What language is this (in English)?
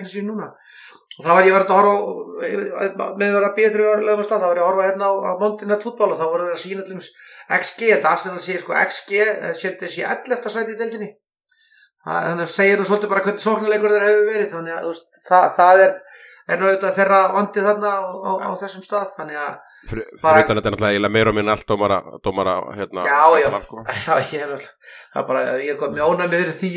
Icelandic